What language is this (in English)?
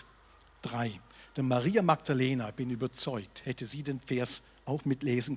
Swiss German